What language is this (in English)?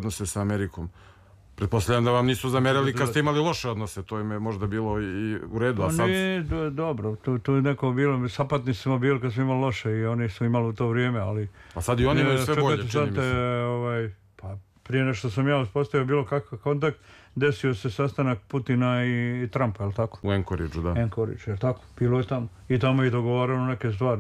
Serbian